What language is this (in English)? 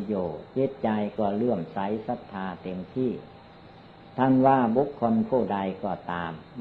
Thai